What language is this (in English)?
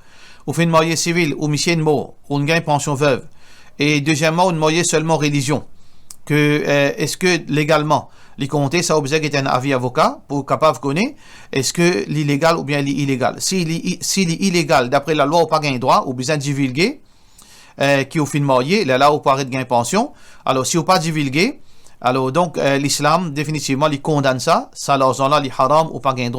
Morisyen